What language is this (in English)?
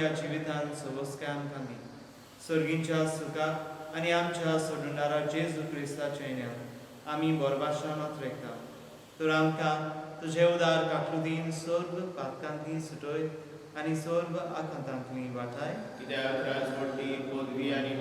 Konkani